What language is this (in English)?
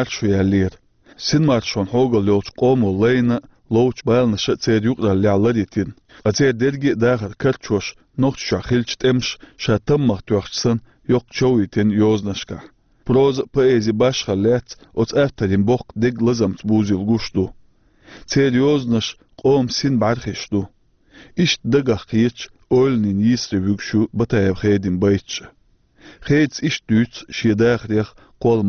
Chechen